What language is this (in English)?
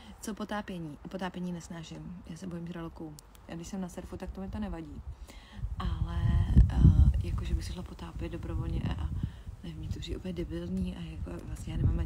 Czech